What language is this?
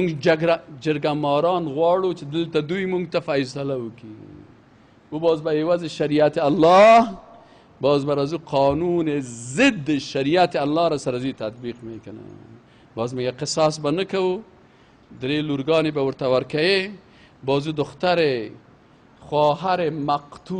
Persian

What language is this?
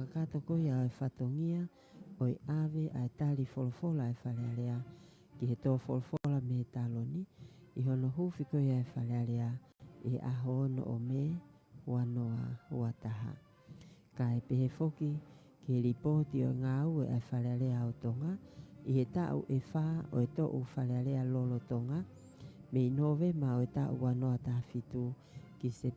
Tongan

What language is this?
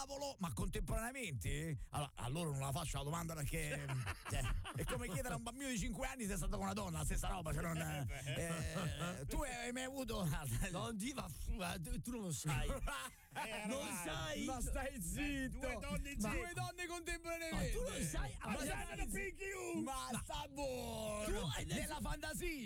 Italian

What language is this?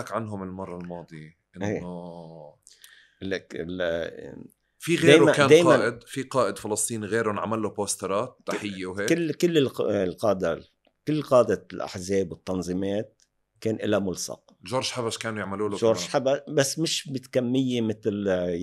North Levantine Arabic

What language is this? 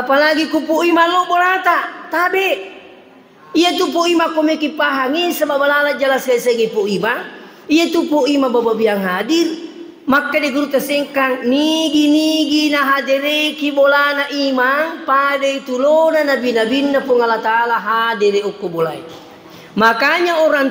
Buginese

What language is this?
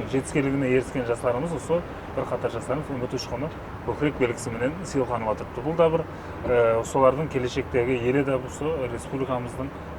Kara-Kalpak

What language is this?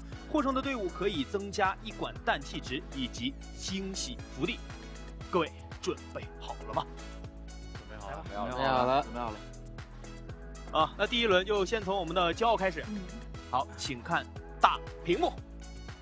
Chinese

